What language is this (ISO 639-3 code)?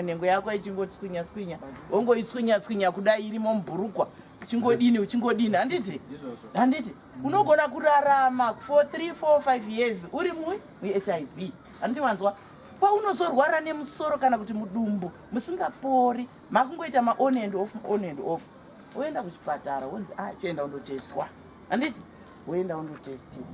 sna